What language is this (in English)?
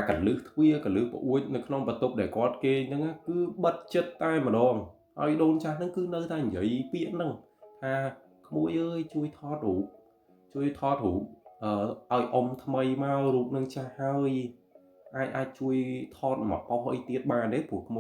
Khmer